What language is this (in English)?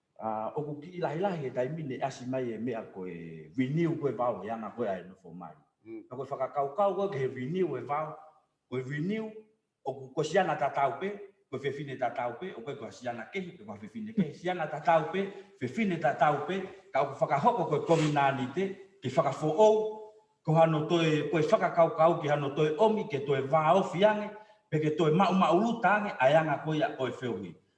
Tongan